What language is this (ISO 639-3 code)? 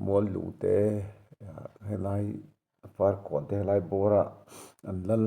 lus